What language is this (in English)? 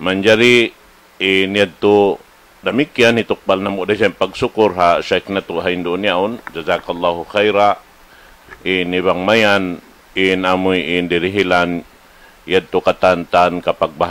Tausug